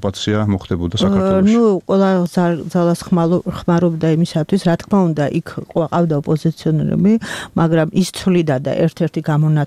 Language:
Georgian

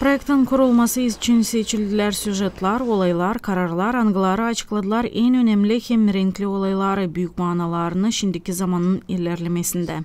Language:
Gagauz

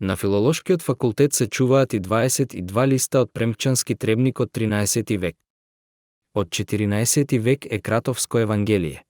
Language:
Macedonian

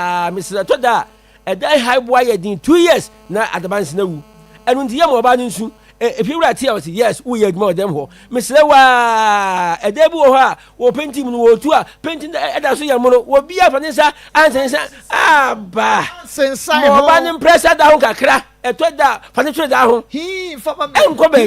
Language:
Akan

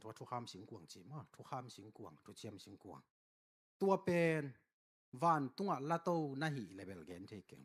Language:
Tedim Chin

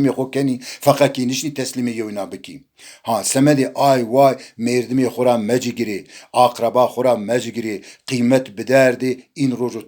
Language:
Zaza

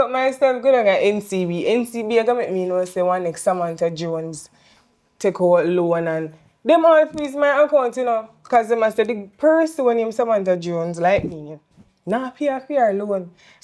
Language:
Jamaican Creole English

